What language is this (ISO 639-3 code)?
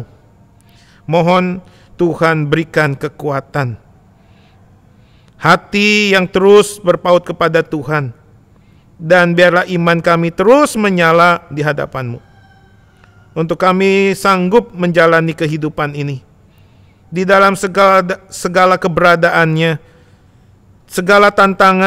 ind